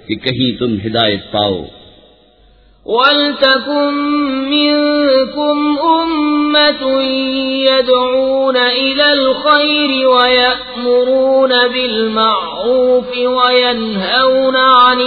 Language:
Urdu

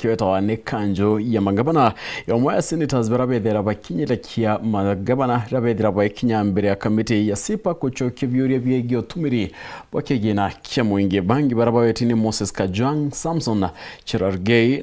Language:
Meru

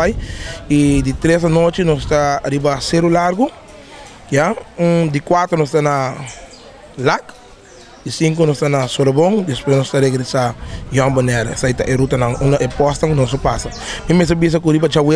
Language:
Papiamento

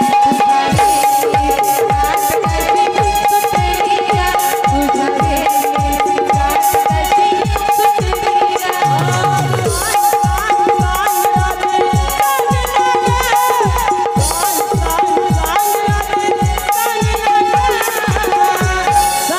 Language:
Marathi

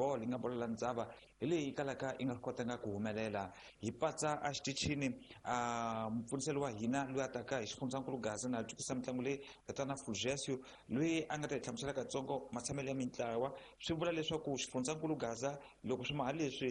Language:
Tsonga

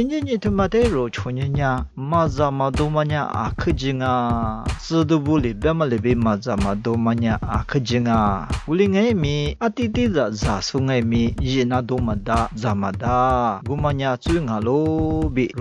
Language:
Lisu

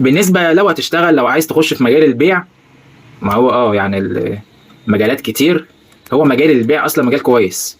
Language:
Egyptian Arabic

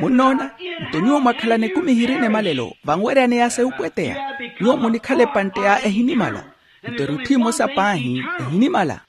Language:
Makhuwa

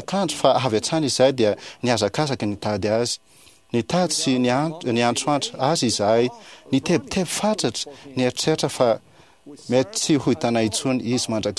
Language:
Malagasy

